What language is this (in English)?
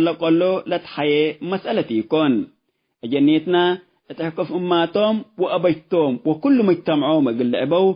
Tigre